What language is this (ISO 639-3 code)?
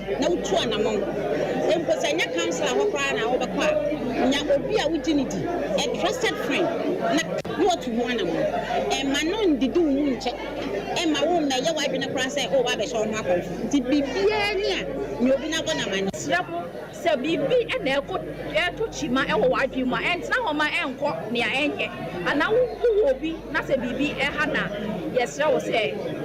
aka